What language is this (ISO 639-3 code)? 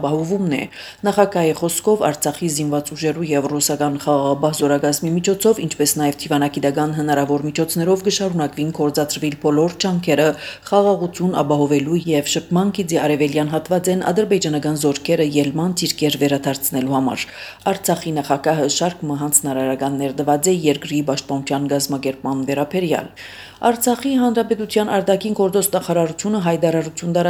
hye